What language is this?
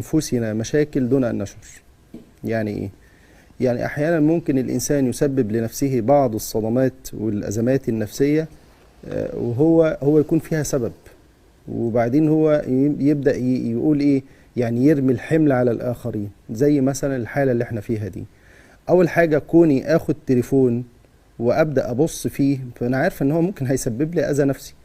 Egyptian Arabic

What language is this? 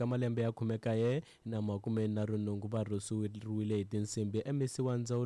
Tsonga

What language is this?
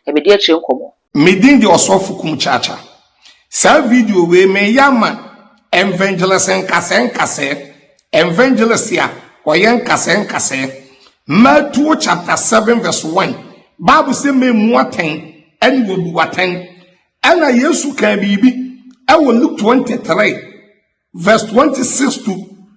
Akan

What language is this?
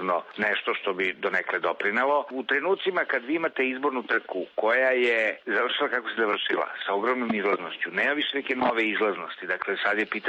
Serbian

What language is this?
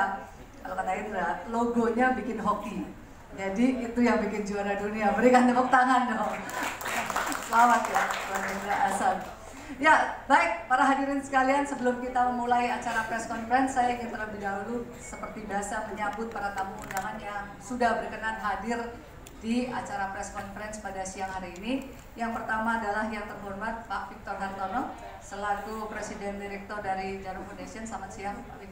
Indonesian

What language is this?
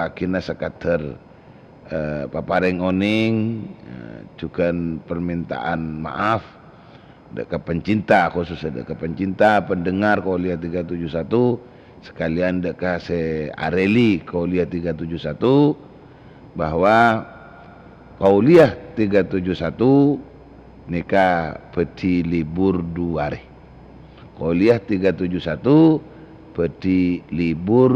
Madurese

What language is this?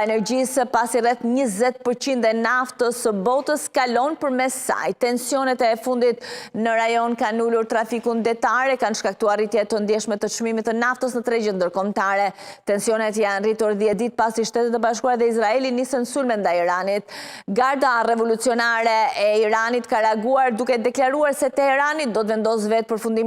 Albanian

